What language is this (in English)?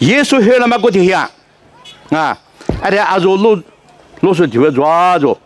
Lisu